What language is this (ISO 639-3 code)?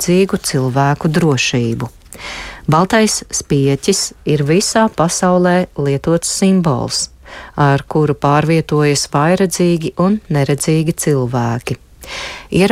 lav